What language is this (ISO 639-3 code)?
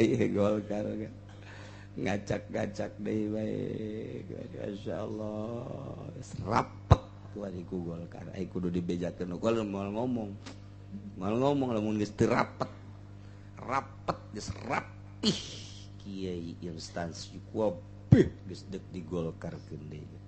sun